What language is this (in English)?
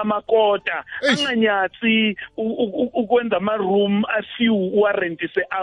South Ndebele